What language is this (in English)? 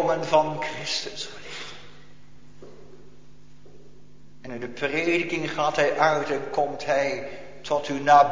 Dutch